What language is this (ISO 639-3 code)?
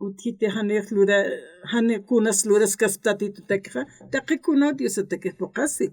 aym